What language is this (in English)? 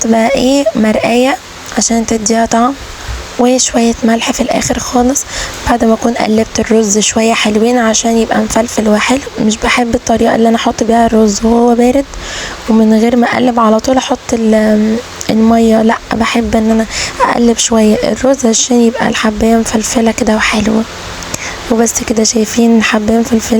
Egyptian Arabic